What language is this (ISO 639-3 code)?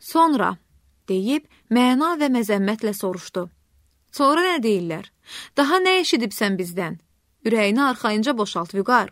aze